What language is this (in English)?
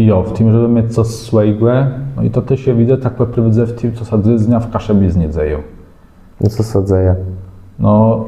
Kashubian